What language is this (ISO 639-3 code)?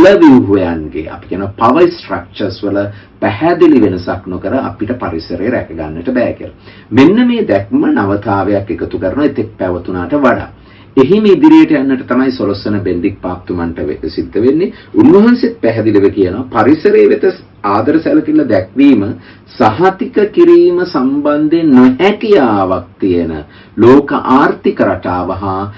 sin